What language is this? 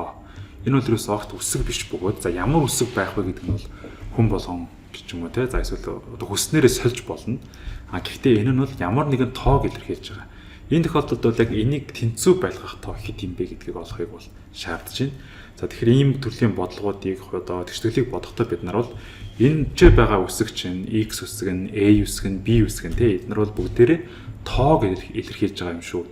Mongolian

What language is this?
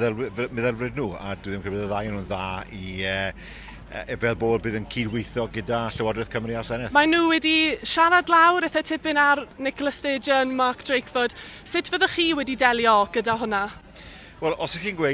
Welsh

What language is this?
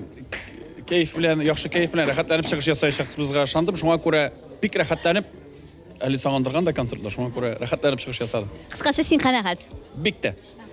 Tatar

